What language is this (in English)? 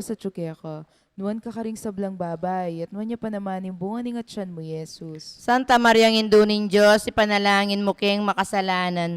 Pampanga